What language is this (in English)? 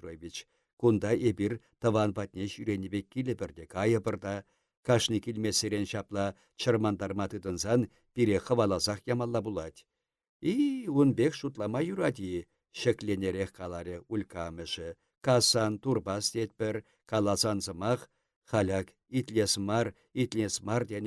Chuvash